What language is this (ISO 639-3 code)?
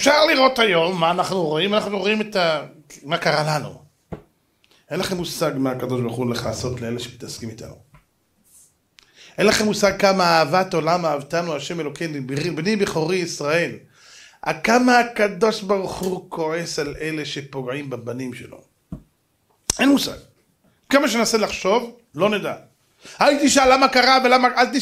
heb